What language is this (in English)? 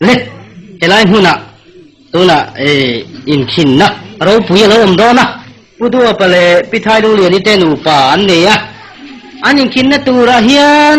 Mizo